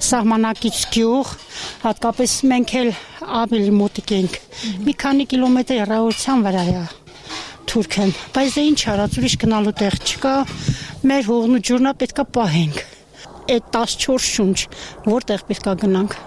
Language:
Armenian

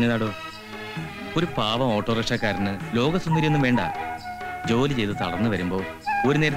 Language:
Malayalam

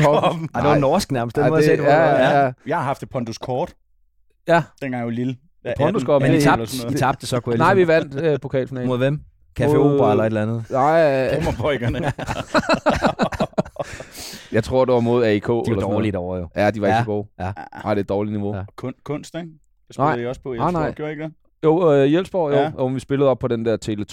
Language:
Danish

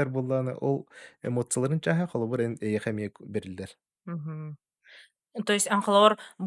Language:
Yakut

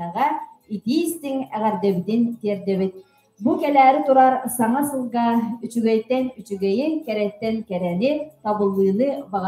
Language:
Yakut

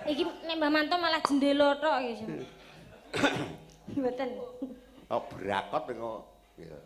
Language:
Javanese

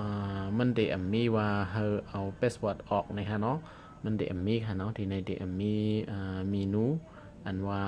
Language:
Shan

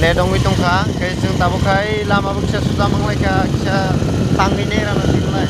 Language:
Kok Borok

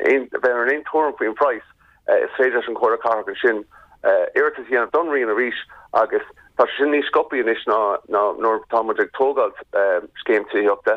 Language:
Irish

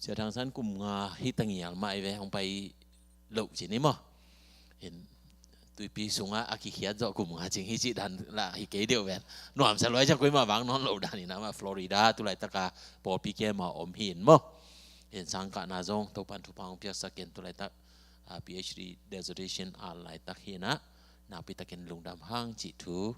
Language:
Tedim Chin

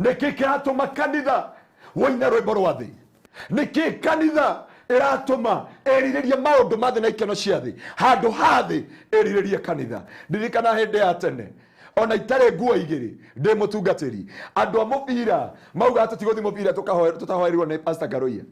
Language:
Kikuyu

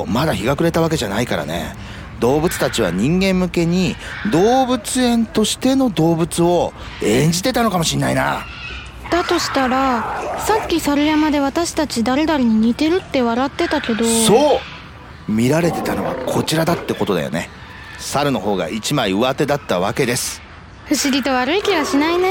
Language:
Japanese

